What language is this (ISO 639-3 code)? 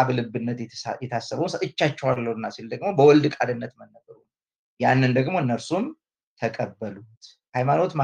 amh